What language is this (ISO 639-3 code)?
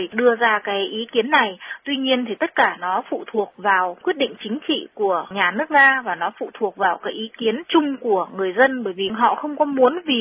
vie